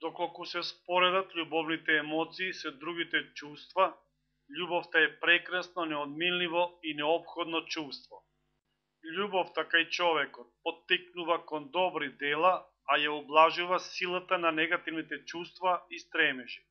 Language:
Macedonian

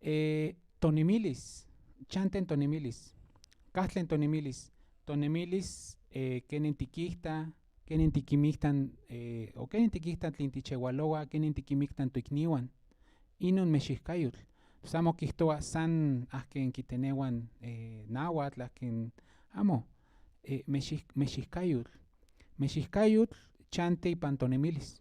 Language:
Central Nahuatl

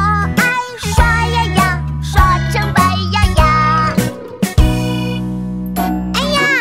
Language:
Chinese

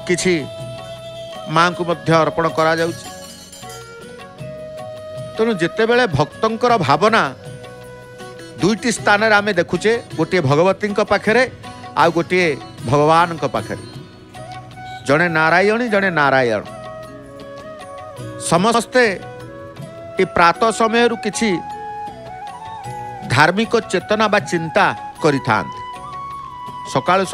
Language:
Odia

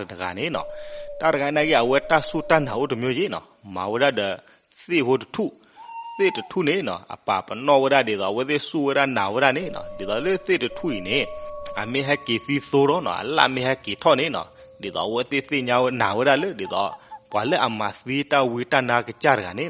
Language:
S'gaw Karen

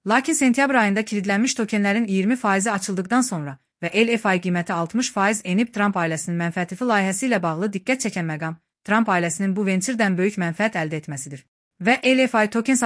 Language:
Azerbaijani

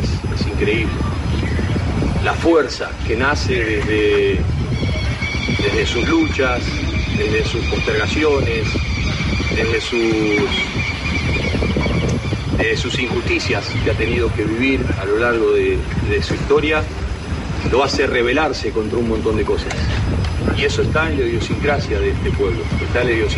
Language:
Spanish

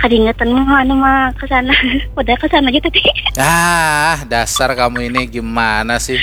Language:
Banjar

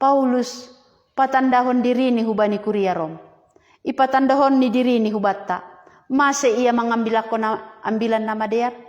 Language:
Batak Simalungun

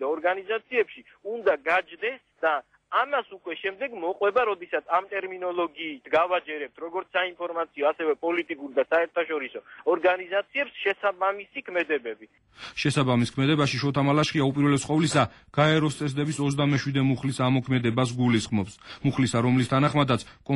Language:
Georgian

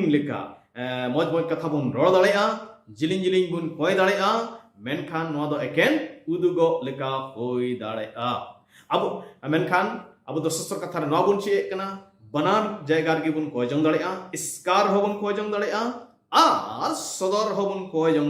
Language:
Santali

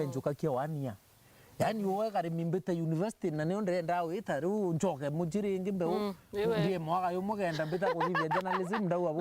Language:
Meru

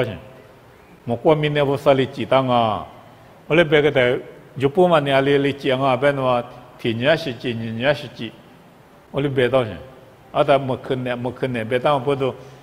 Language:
Lisu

